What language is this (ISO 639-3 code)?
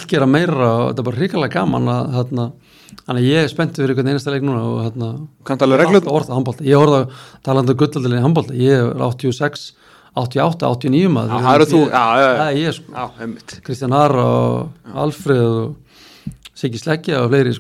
isl